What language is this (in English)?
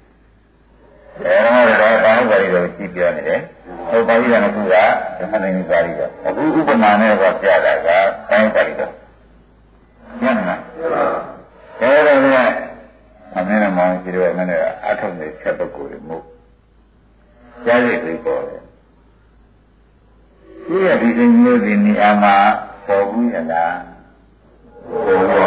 Burmese